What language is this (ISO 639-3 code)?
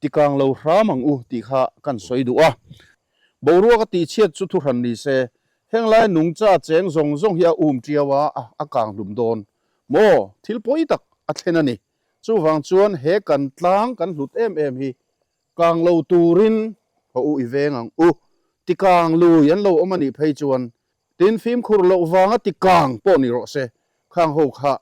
lus